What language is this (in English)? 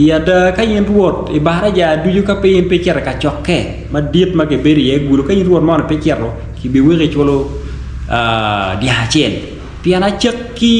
Acoli